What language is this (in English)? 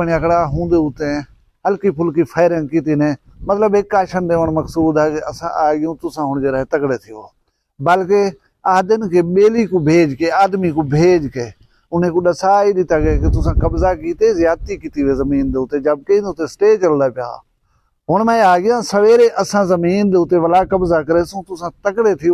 Saraiki